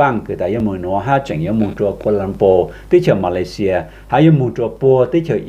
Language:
Hmong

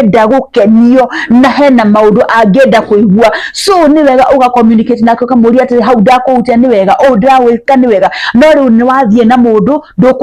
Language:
Kikuyu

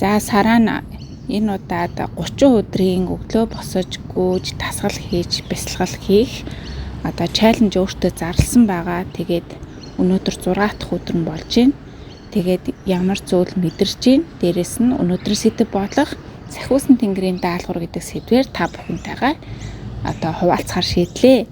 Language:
Mongolian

